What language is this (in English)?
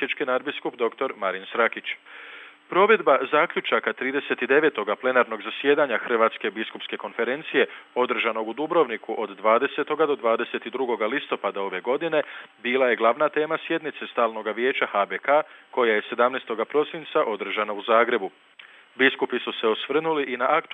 Croatian